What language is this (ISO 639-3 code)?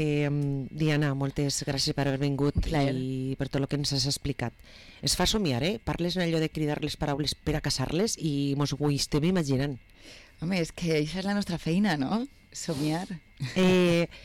cat